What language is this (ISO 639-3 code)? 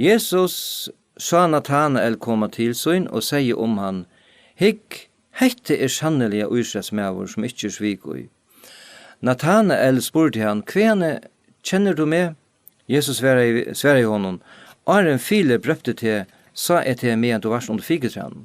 fao